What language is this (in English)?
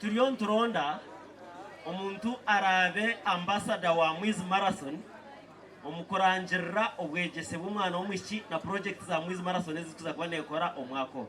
Nyankole